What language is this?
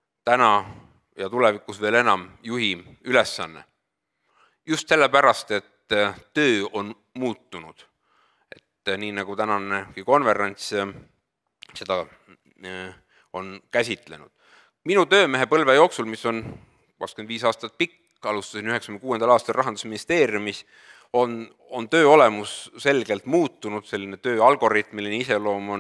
Estonian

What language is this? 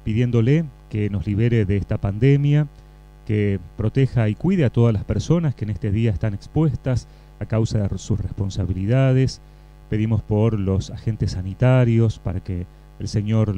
Spanish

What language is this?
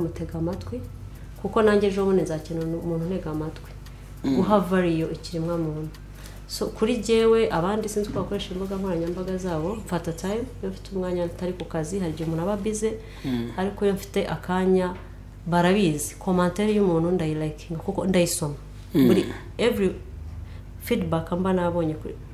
Kinyarwanda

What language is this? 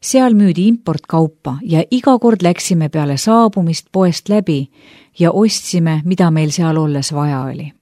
Estonian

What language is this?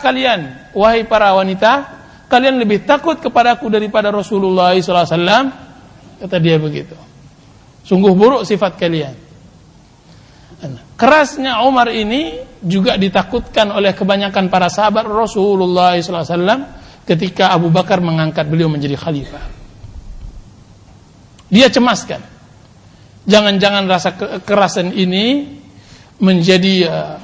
Indonesian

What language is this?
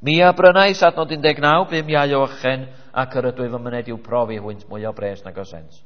Welsh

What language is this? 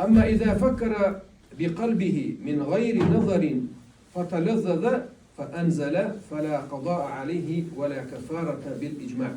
Chechen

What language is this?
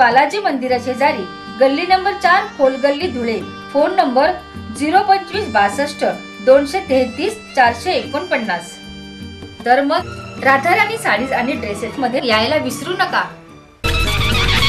Marathi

